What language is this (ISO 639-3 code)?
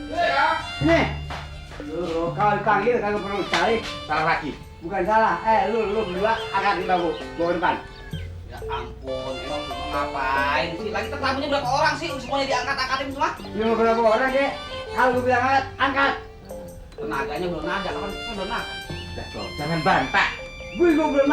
bew